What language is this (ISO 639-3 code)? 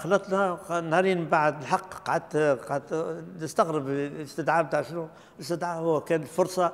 aeb